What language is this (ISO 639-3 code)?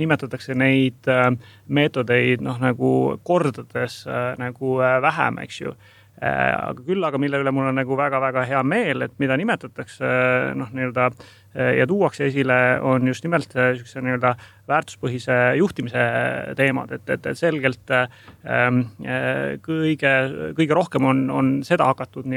est